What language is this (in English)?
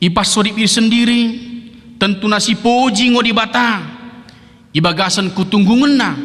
Batak Dairi